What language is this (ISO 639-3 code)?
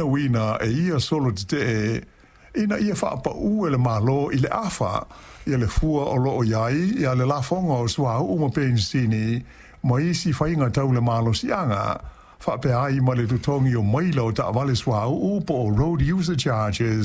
smo